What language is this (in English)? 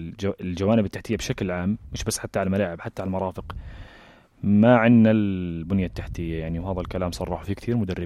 North Levantine Arabic